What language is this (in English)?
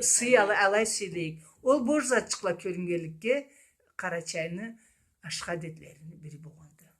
Karachay-Balkar